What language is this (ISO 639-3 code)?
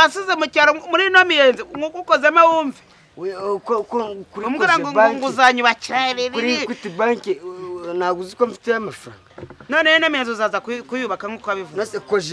kin